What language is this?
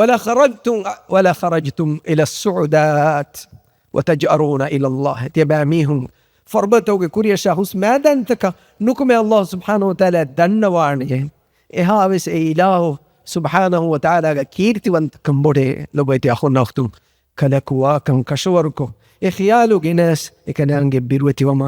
Divehi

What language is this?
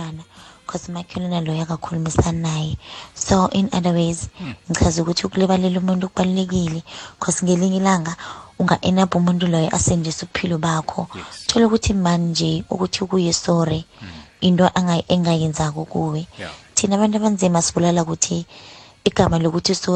South Ndebele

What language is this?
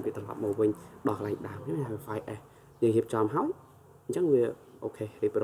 Khmer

